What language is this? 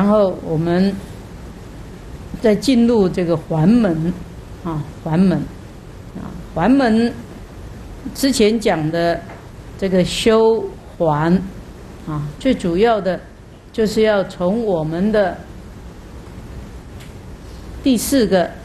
Chinese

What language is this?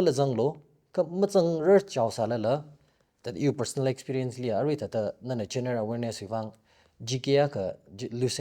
Tangkhul Naga (India)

